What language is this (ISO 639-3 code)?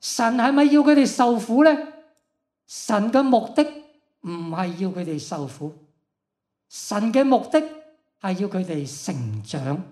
yue